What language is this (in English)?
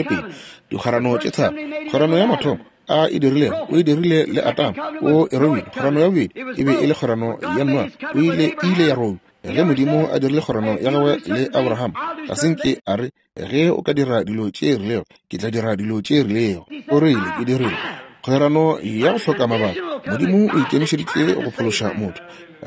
Northern Sotho